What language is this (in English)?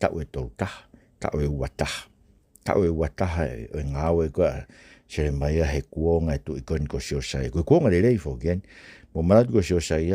Tongan